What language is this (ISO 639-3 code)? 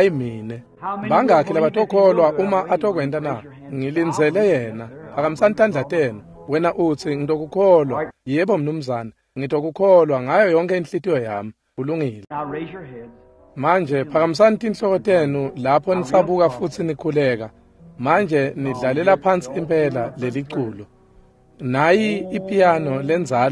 ssw